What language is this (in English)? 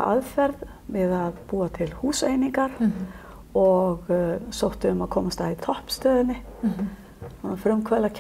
Icelandic